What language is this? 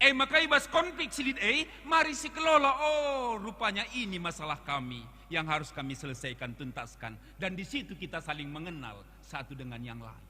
Batak Karo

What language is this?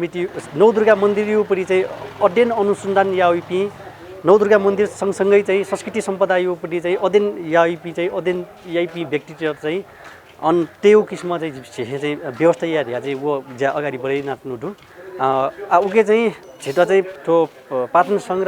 Newari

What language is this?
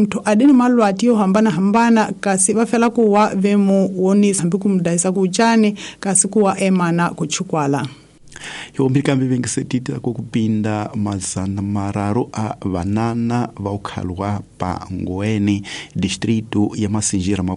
Tsonga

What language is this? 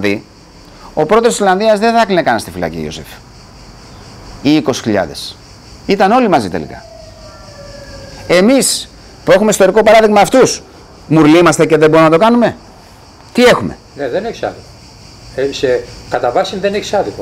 Greek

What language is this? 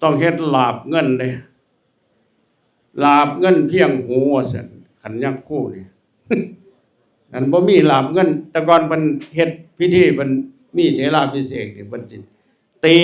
Lao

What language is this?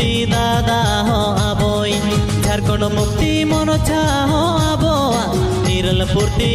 Santali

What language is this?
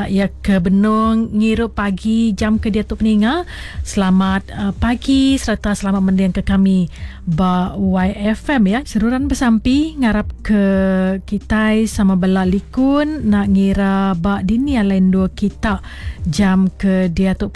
Iban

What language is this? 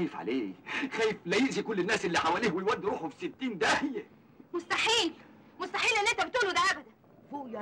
Egyptian Arabic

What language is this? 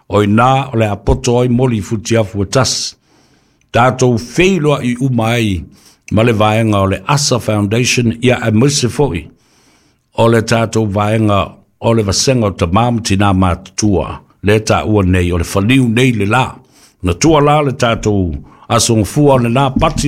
Samoan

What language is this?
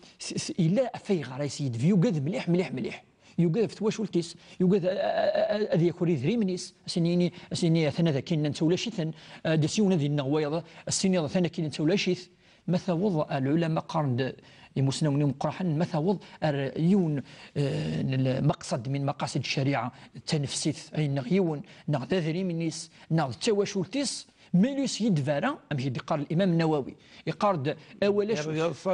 Kabyle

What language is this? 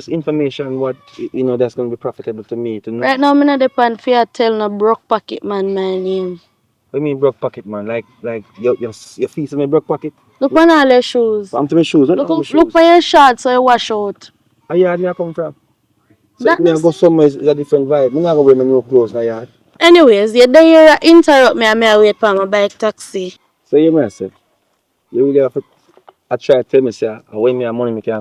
Jamaican Creole English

